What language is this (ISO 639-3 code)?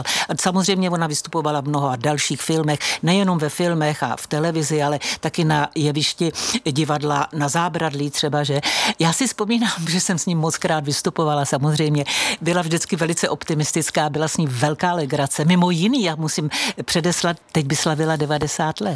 ces